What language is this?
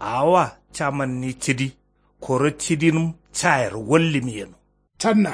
Kanuri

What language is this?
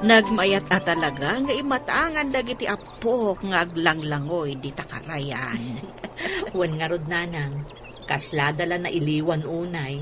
Iloko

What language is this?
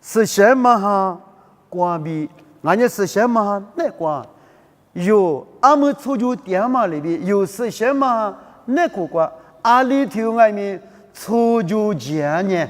Lisu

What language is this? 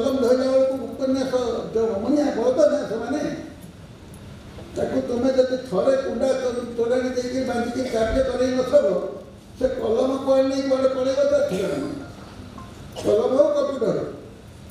Odia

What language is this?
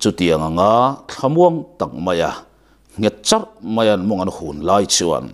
Mizo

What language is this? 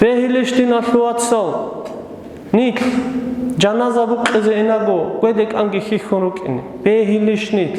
Avaric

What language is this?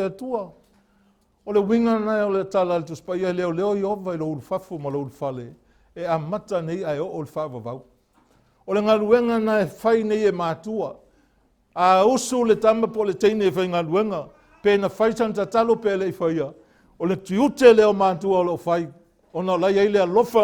Samoan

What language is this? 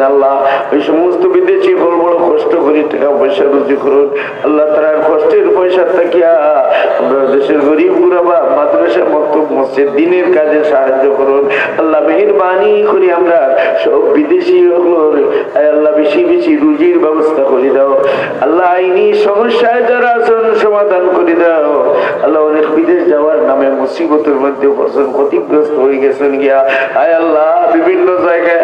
Sylheti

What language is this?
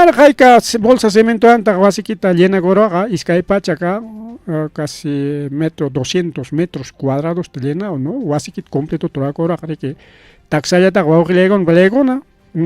Ayacucho Quechua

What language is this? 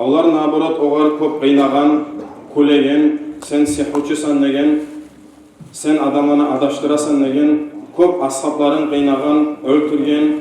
Kumyk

